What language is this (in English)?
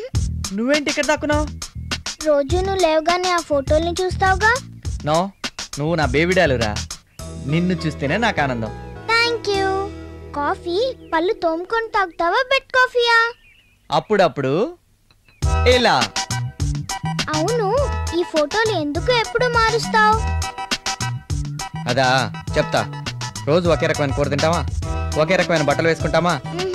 Telugu